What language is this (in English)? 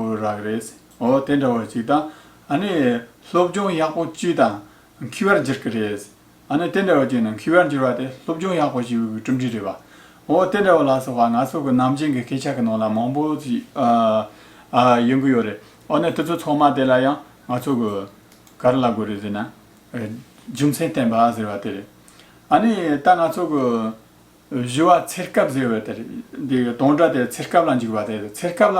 Tibetan